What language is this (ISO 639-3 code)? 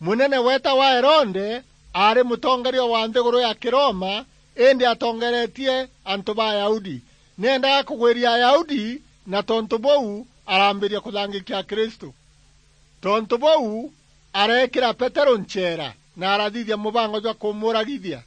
mer